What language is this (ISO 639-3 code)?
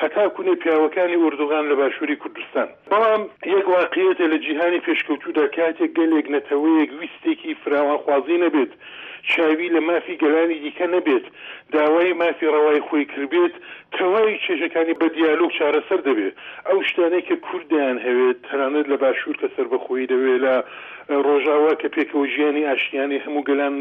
ckb